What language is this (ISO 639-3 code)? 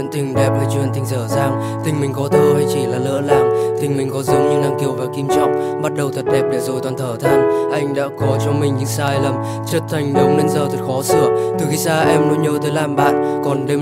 vie